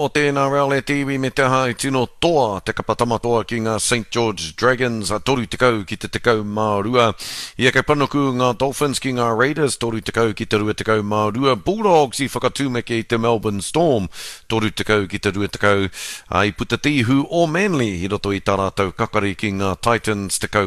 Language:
Māori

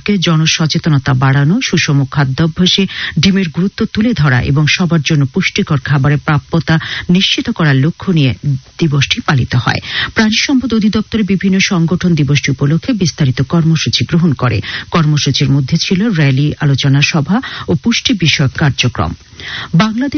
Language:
Bangla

